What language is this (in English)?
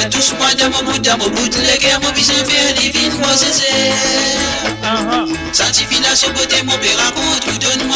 Morisyen